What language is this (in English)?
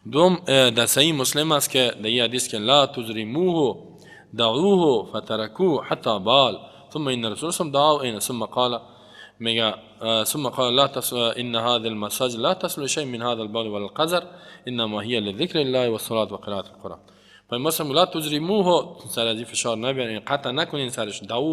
Persian